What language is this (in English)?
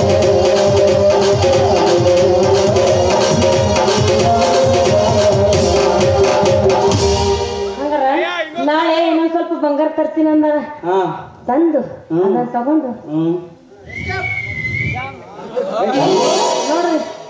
Kannada